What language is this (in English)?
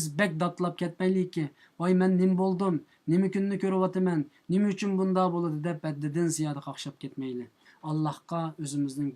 Uyghur